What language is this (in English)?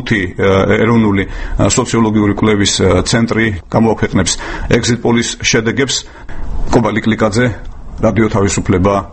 Georgian